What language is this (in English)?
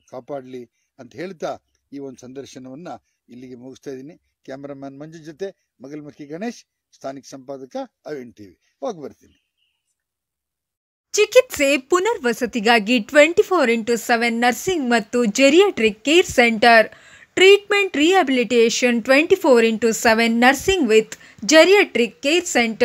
Kannada